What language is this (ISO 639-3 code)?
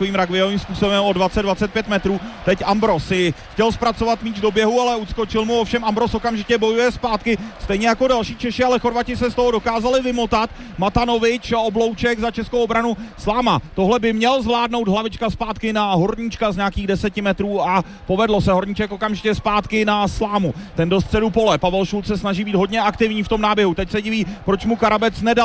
ces